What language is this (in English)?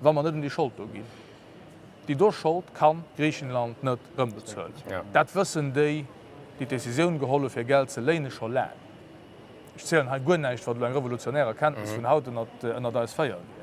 Luxembourgish